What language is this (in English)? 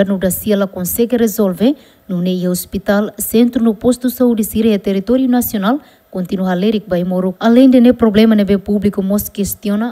Tetum